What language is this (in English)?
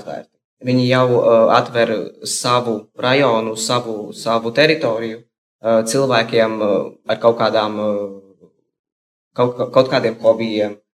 Latvian